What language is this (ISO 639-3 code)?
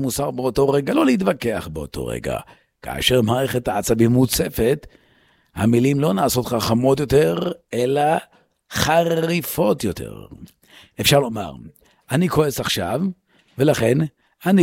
heb